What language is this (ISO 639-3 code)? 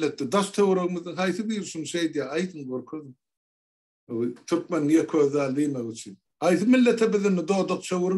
tuk